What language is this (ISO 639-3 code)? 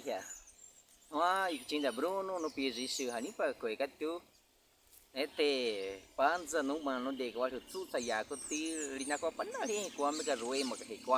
bwi